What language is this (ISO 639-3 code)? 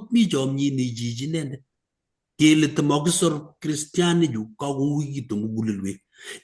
kln